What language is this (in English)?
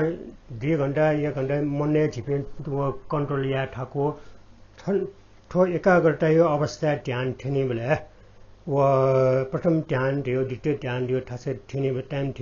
Newari